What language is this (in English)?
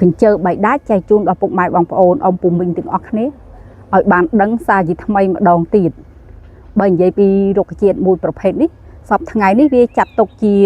Khmer